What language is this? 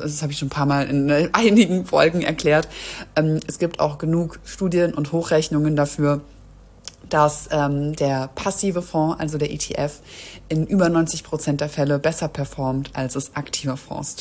German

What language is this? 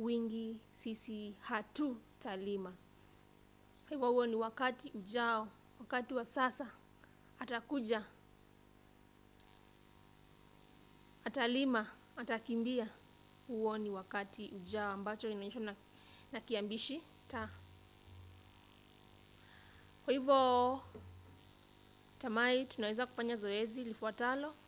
Swahili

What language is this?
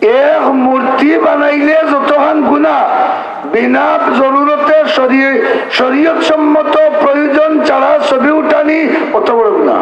Sylheti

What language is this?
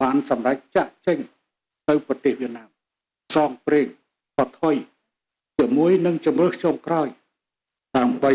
Khmer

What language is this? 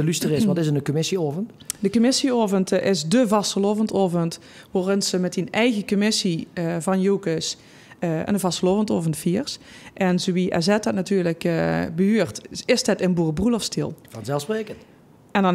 Limburgish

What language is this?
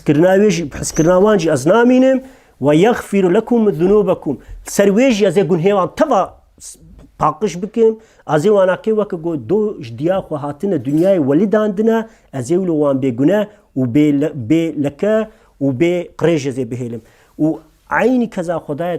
Kurdish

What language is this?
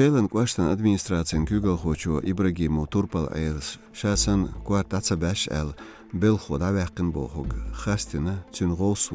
Chechen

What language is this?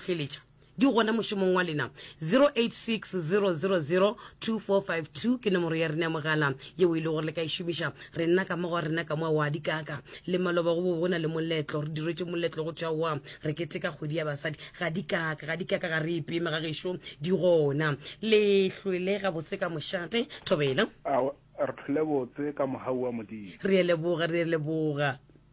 Northern Sotho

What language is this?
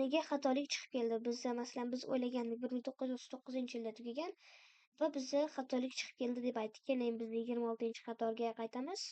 Uzbek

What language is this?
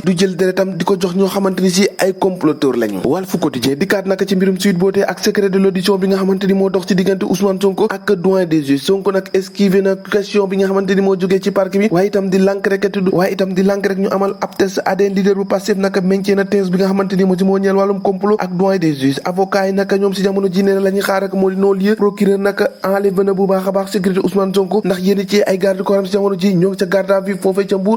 Wolof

